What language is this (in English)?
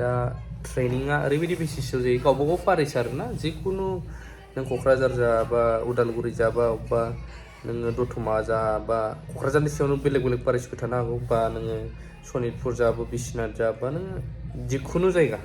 Bodo